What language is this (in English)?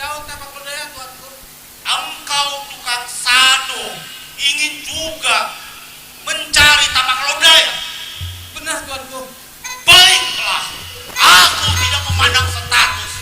Betawi